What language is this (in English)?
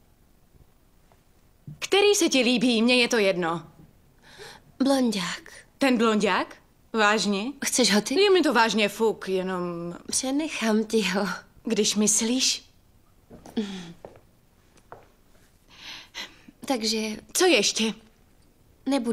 Czech